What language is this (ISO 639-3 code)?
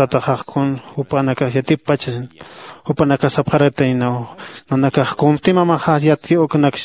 aym